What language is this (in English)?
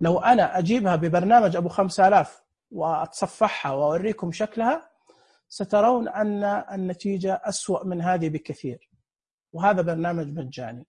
Najdi Arabic